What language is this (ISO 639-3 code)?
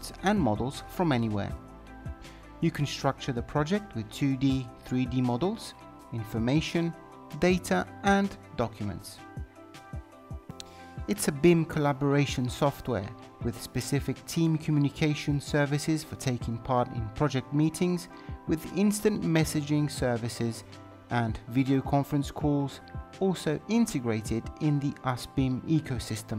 eng